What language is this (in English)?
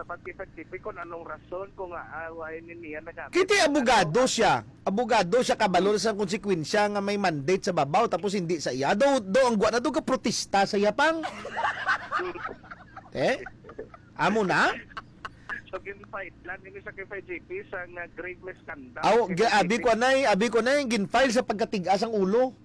Hiligaynon